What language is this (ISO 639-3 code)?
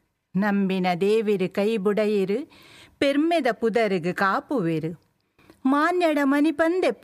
tcy